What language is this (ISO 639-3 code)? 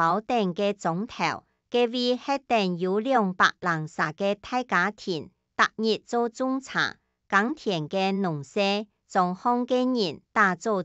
hak